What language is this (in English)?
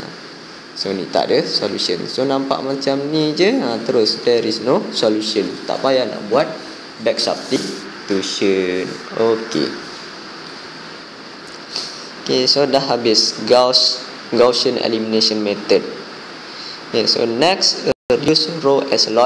Malay